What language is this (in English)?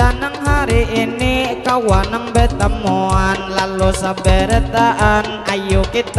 Banjar